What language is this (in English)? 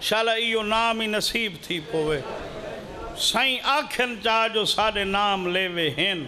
Saraiki